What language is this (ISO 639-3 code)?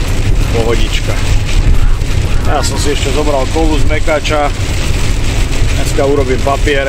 slk